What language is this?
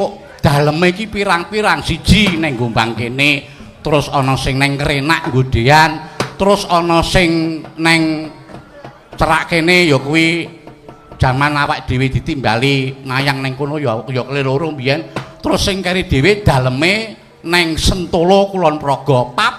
Javanese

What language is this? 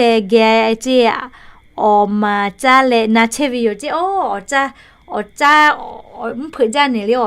Lahu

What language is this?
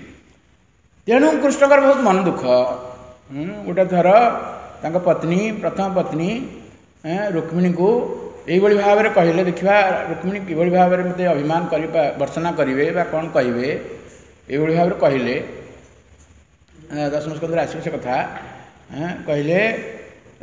Odia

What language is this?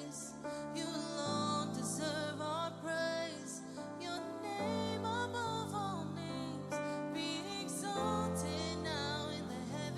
Marshallese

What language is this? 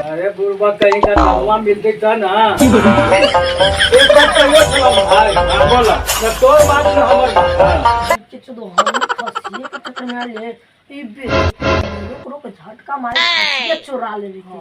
Magahi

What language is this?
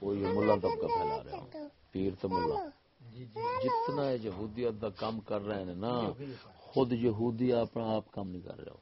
Saraiki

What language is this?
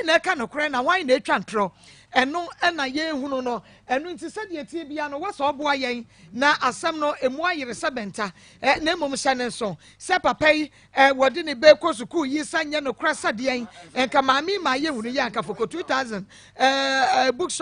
Akan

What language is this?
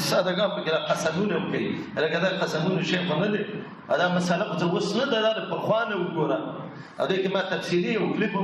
Pashto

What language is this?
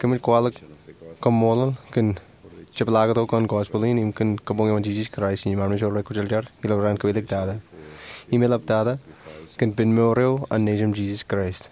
Marshallese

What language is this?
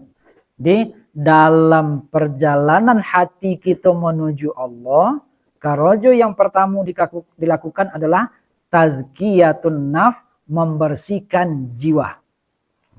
Minangkabau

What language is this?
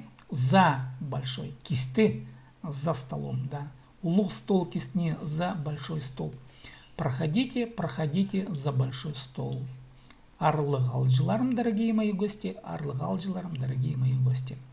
Khakas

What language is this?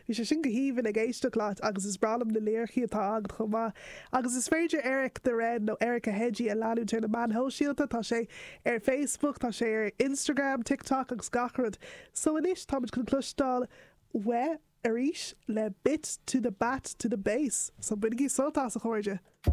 Irish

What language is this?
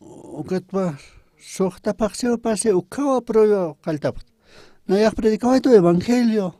Aymara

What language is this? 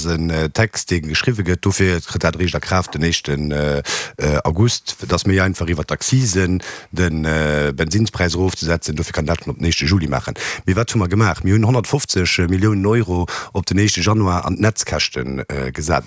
Luxembourgish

